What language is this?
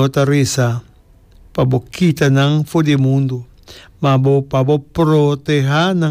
Papiamento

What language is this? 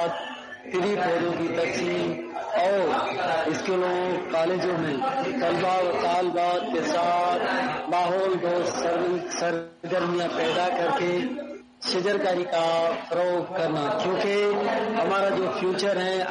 Urdu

